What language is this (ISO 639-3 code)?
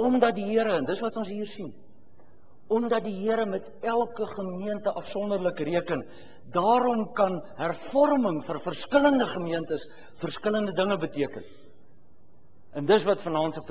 afr